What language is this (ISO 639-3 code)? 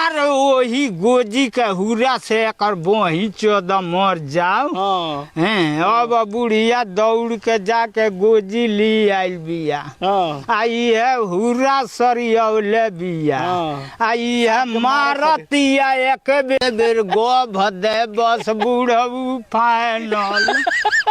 bho